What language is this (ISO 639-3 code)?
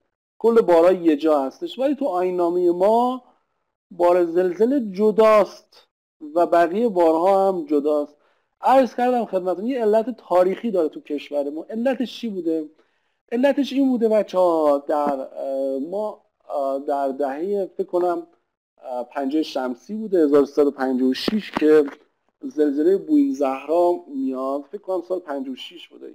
fas